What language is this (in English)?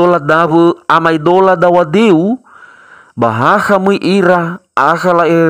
Nias